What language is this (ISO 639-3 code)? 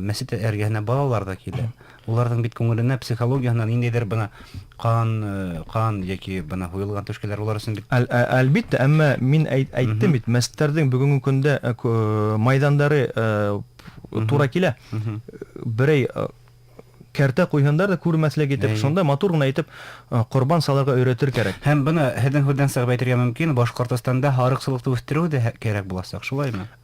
bak